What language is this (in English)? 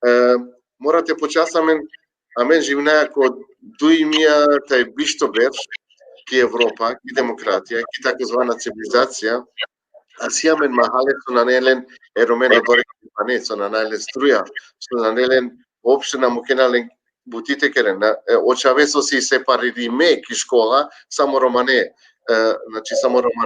Balkan Romani